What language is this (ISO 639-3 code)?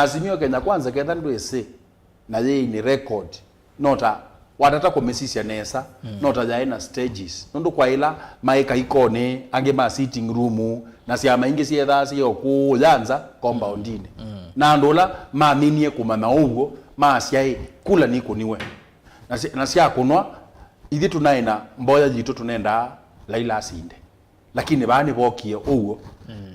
kam